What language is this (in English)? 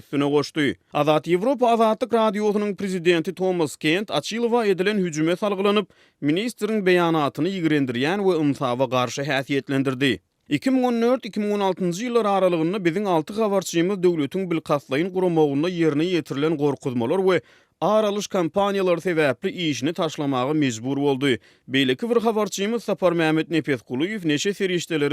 Turkmen